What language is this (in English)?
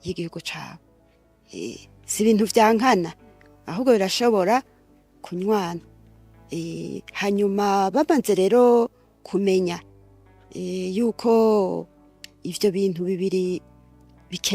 Rundi